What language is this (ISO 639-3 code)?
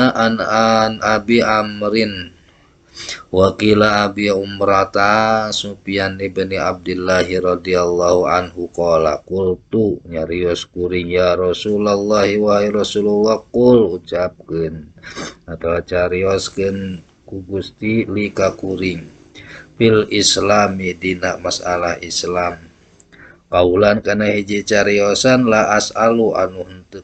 sun